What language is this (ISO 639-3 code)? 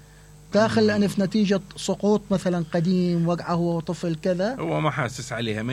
acm